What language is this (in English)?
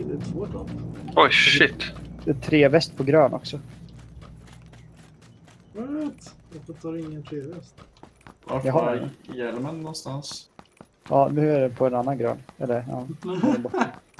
Swedish